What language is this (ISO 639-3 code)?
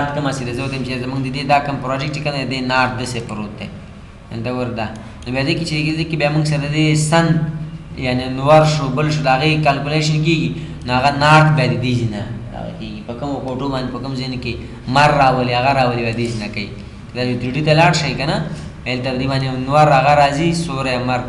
pus